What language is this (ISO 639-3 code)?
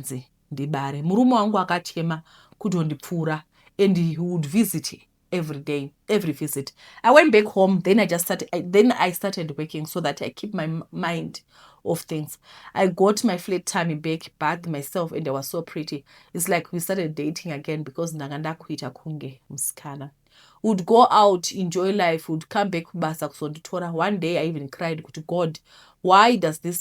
sna